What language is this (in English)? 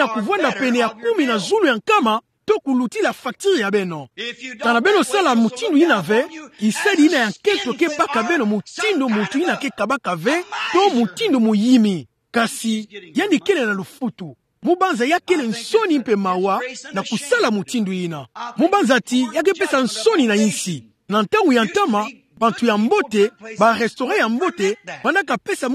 Kituba (Democratic Republic of Congo)